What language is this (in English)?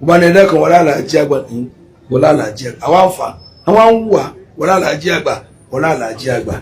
Yoruba